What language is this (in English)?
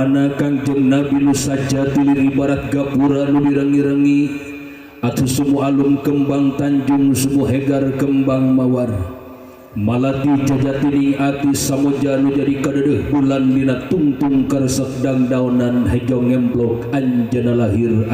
Sundanese